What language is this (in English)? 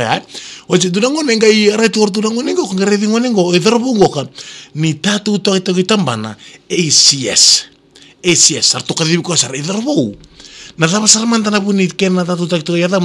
Fijian